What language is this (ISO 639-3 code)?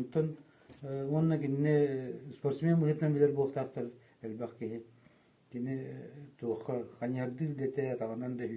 sah